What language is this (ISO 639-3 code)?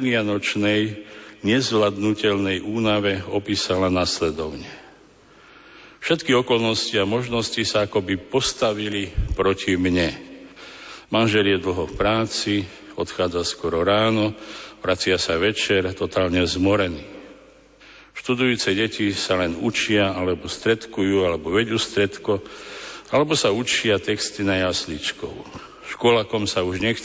slk